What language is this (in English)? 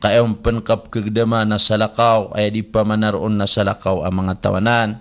Maranao